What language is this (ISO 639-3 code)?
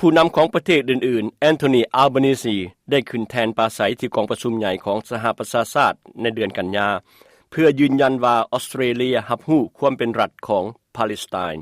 lao